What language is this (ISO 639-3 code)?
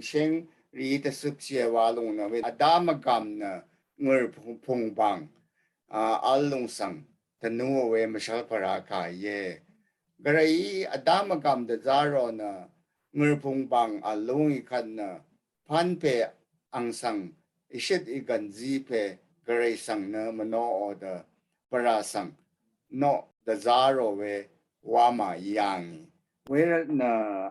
raw